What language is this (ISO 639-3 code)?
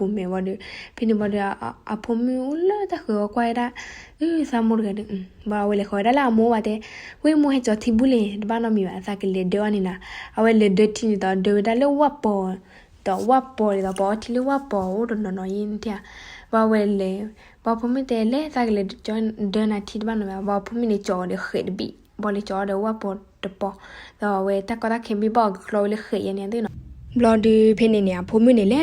ksw